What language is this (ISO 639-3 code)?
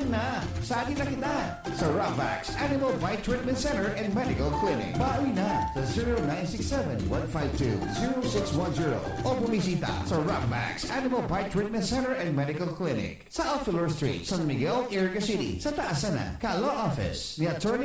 bik